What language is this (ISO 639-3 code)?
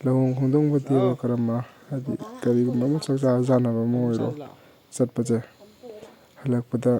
mni